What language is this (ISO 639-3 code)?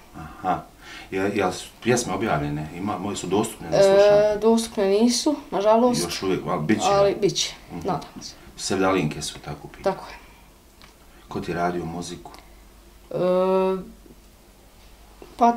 bos